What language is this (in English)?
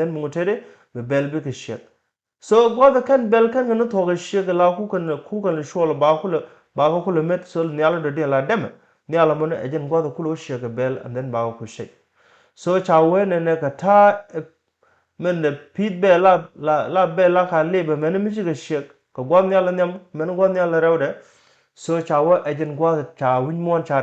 Nuer